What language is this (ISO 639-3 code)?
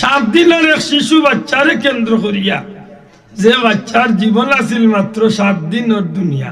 syl